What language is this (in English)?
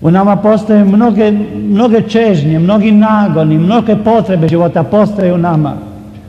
Croatian